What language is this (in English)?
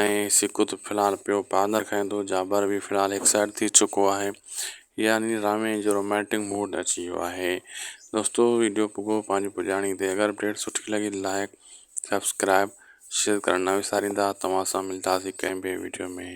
Sindhi